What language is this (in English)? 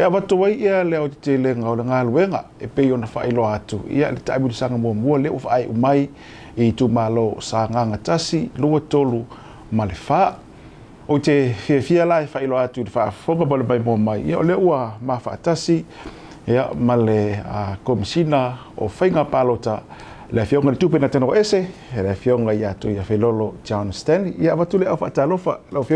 Samoan